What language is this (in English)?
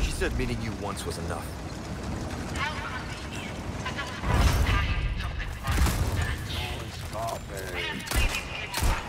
English